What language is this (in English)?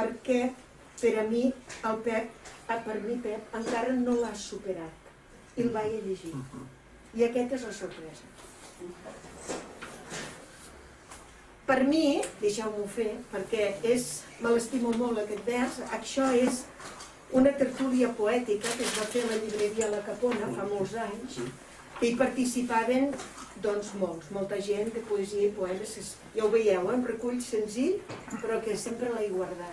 Catalan